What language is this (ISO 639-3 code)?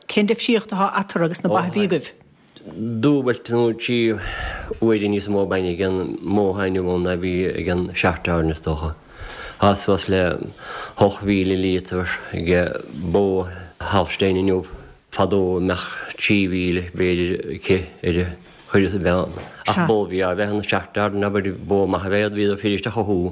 gle